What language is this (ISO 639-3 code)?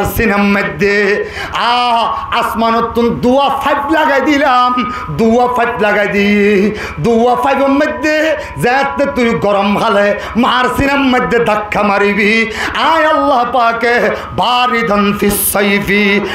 rhg